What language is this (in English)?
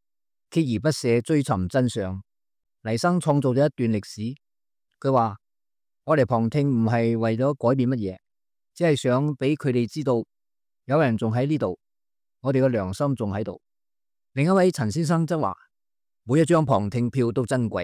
Cantonese